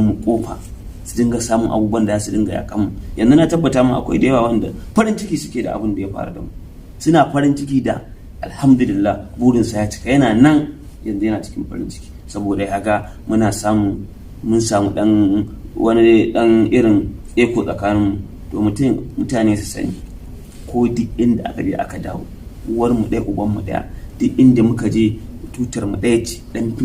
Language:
Hausa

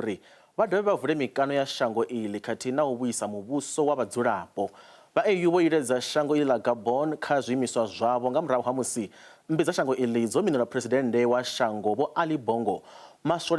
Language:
Venda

